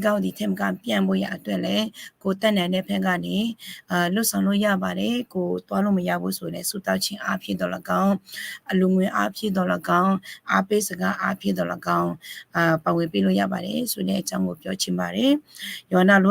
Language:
Akha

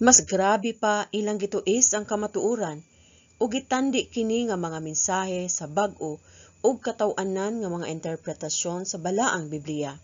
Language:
Cebuano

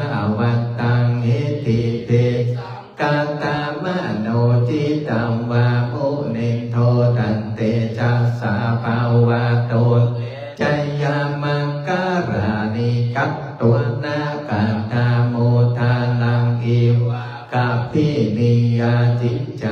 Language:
Pali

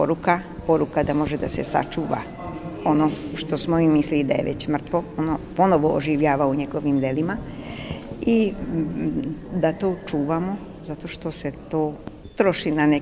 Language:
Serbian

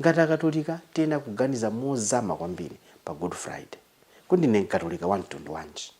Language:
Nyanja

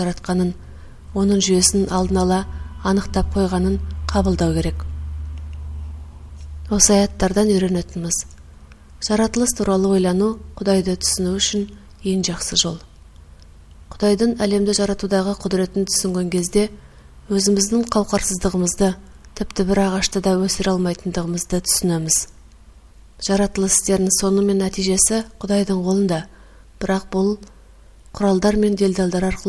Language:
Kazakh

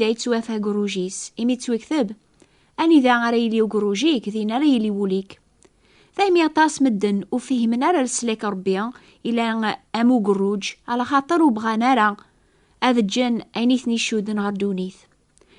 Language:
Kabyle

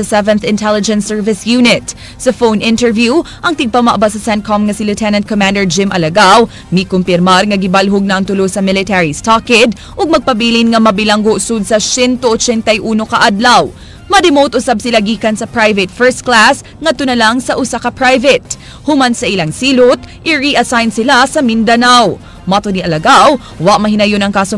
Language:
Cebuano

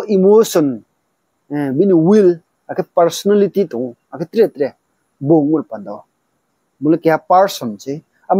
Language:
Riang (India)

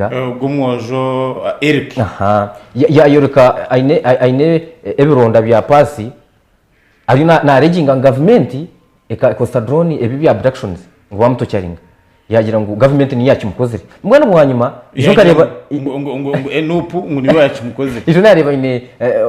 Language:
Nyankole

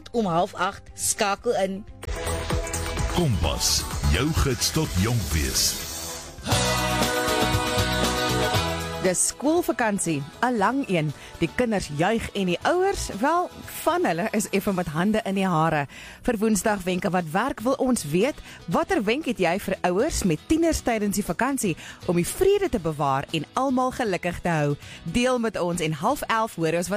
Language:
Afrikaans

